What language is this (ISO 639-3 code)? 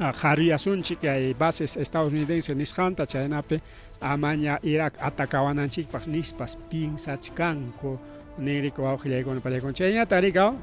quy